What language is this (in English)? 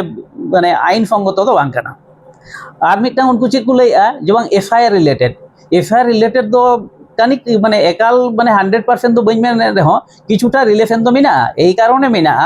Santali